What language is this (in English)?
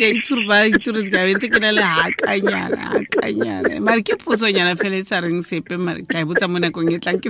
Tswana